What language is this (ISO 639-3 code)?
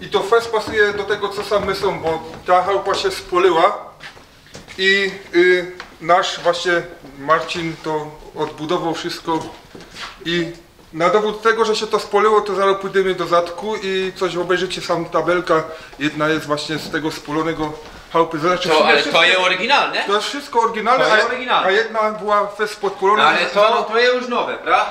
szl